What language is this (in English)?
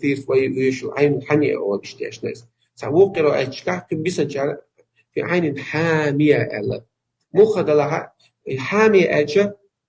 Chechen